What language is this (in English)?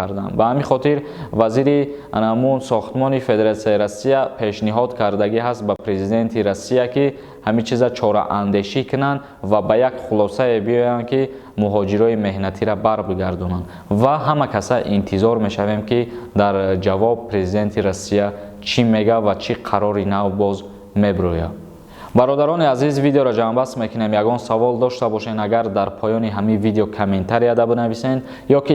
Tajik